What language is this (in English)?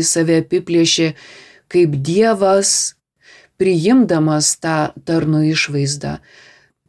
Lithuanian